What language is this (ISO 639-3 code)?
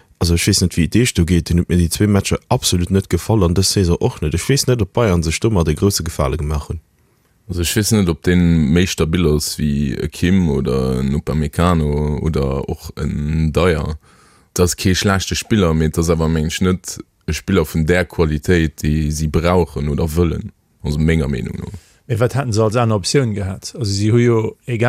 ltz